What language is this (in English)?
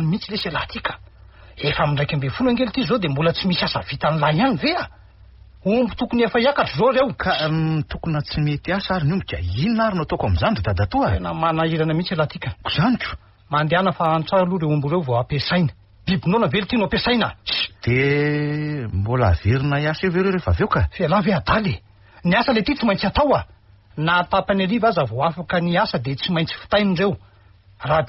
Malagasy